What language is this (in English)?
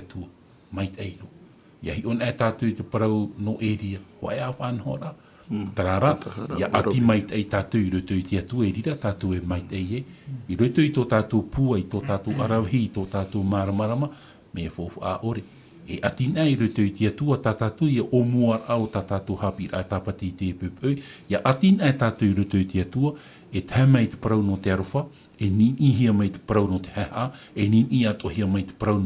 Tahitian